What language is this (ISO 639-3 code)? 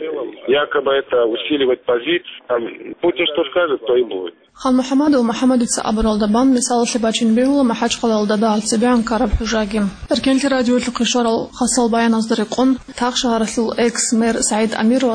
ava